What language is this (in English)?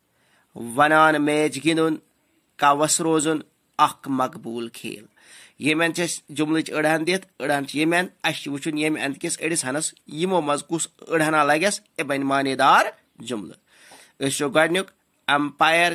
Kashmiri